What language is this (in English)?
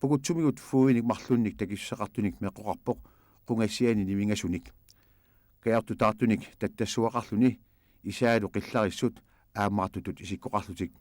Kalaallisut